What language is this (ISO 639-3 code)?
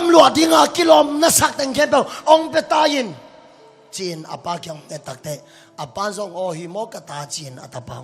ctd